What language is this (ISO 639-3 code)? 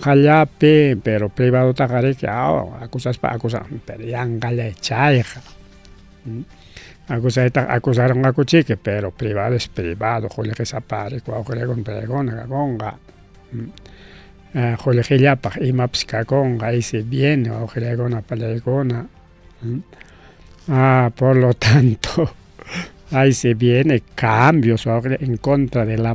quy